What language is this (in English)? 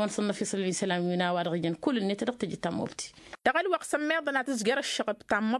Tamasheq